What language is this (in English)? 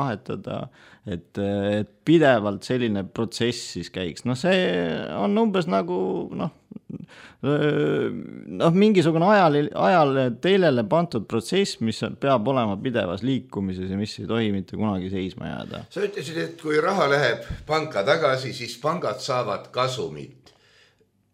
Estonian